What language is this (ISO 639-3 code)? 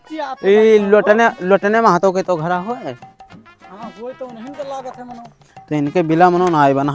awa